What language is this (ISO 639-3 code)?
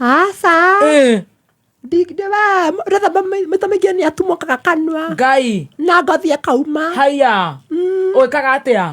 kik